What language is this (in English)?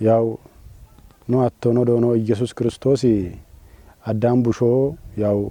Kafa